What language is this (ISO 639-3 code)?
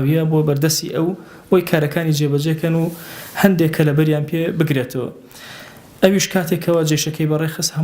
ckb